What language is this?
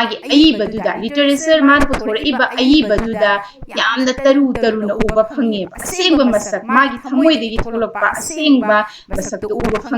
Manipuri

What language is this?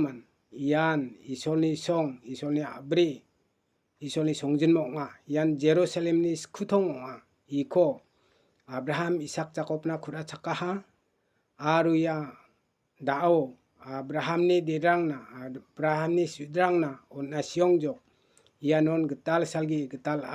Garo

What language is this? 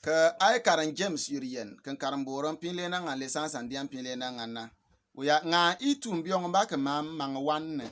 Bimoba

